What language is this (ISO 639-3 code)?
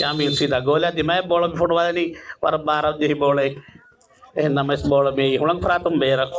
div